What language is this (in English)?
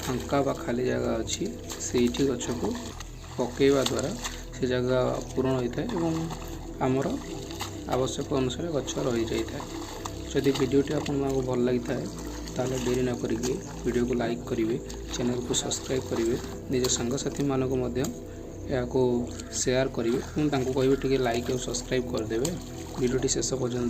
Odia